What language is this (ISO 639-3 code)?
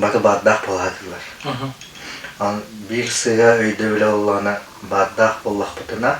sah